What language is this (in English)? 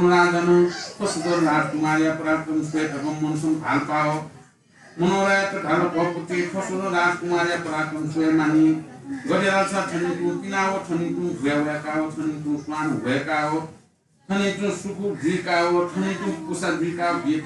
Newari